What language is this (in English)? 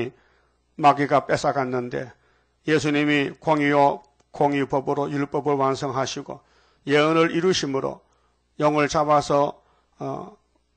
Korean